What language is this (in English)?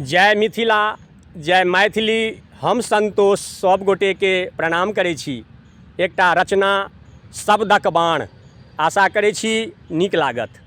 Maithili